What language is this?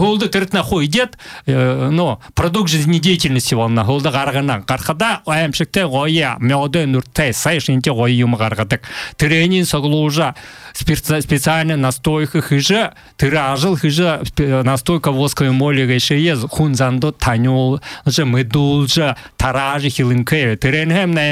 Buriat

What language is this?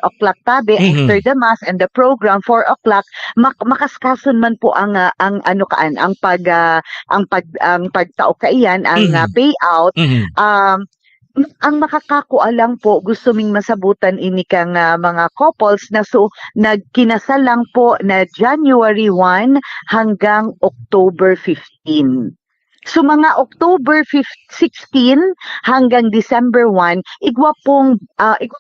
Bikol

